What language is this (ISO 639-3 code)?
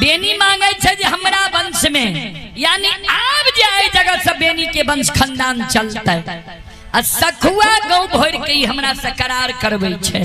mai